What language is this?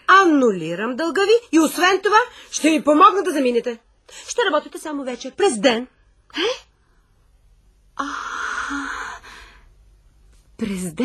Bulgarian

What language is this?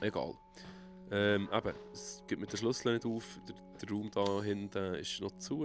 Swiss German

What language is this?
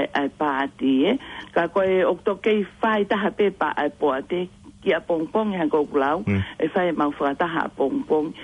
Tongan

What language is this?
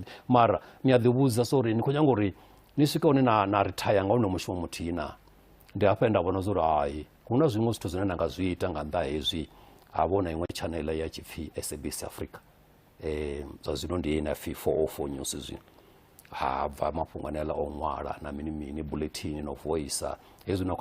Venda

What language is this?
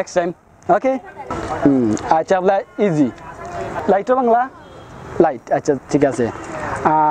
Sylheti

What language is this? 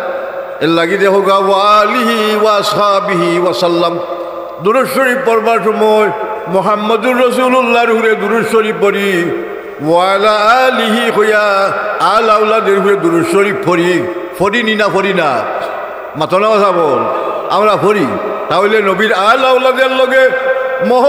Sylheti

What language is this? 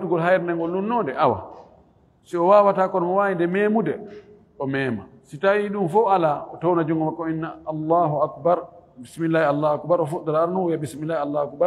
Fula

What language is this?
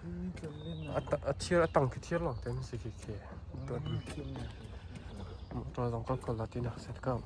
Hakha Chin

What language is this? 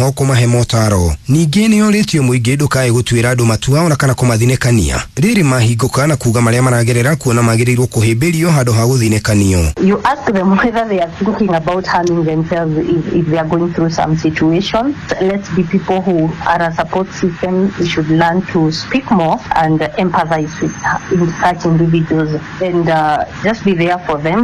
Kikuyu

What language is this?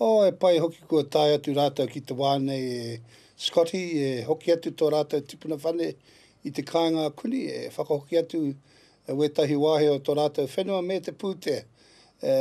Māori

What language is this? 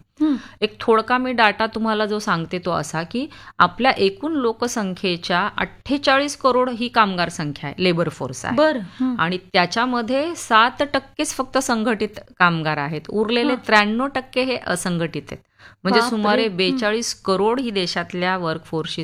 Marathi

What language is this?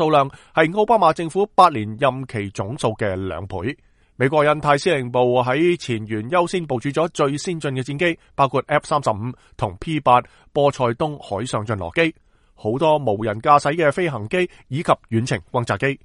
Cantonese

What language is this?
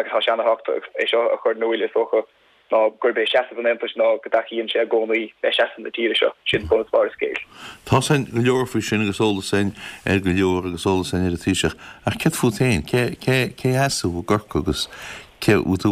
Irish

